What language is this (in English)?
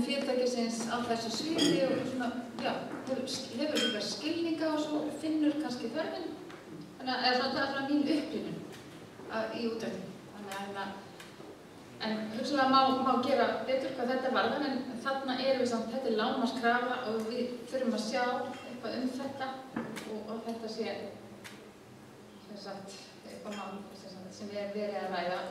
Icelandic